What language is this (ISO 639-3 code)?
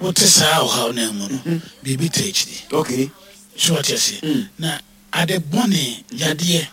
aka